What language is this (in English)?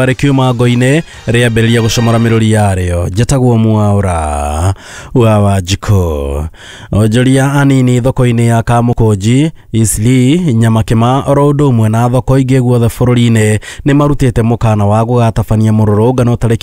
Kikuyu